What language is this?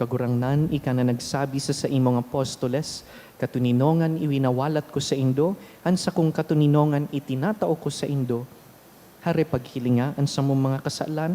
Bikol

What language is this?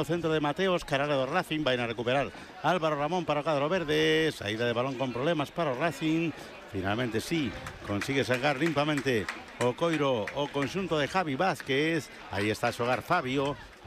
Galician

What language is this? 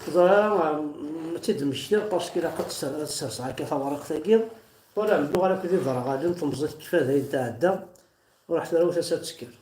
Kabyle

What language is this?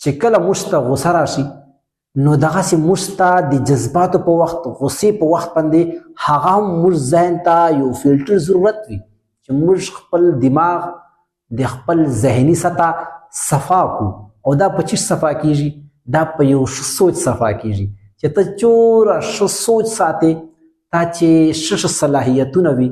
Pashto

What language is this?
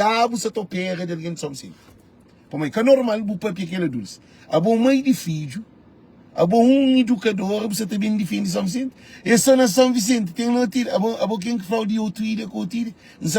Kabuverdianu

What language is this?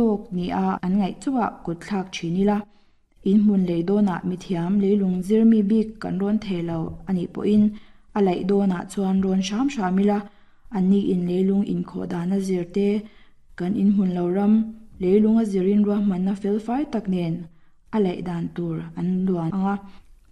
Mizo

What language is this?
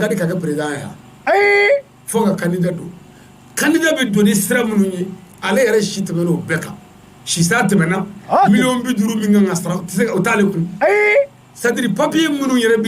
Bambara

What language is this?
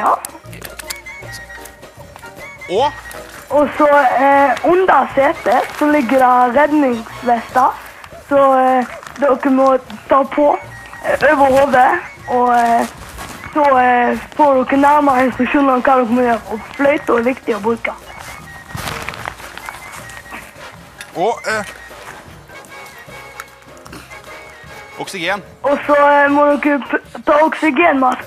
Norwegian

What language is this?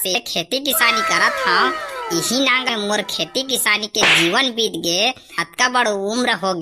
Chhattisgarhi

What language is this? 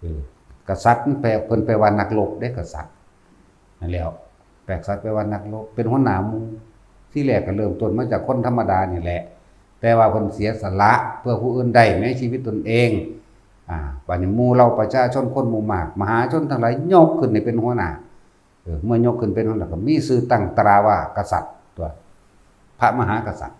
Northeastern Thai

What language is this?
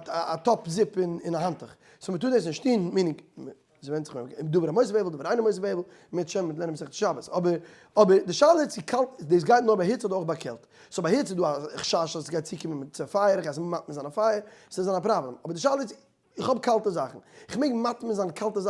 Yiddish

